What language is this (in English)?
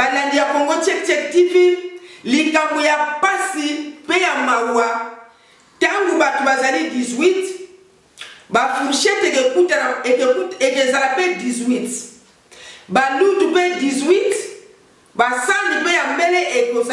Lingala